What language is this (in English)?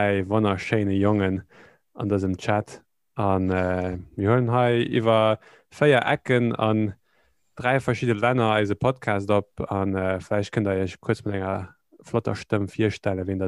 Luxembourgish